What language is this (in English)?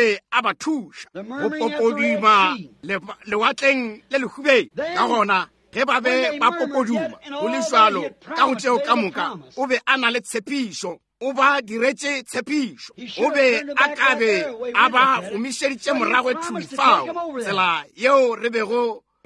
Northern Sotho